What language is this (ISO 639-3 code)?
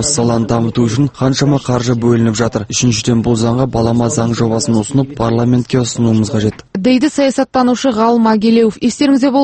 kaz